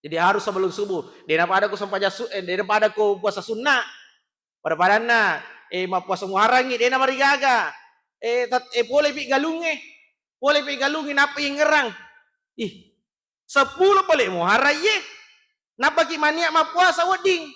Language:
Buginese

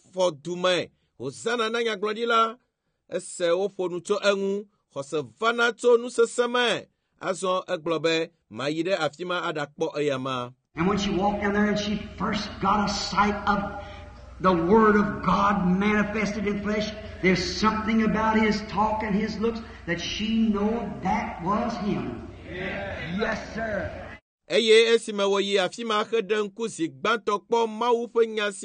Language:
Ewe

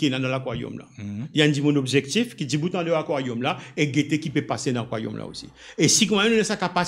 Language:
Morisyen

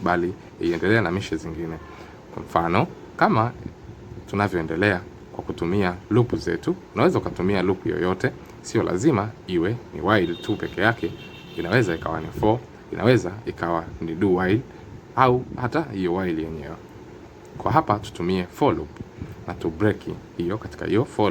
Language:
Swahili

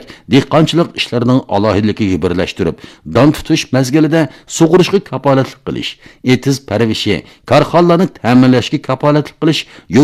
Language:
Uyghur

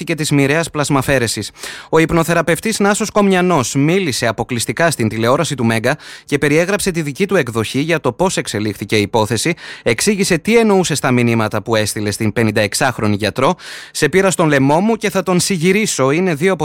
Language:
Greek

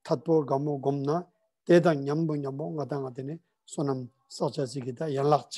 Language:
Ladakhi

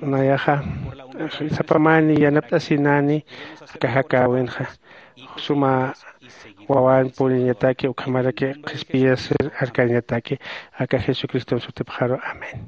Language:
Aymara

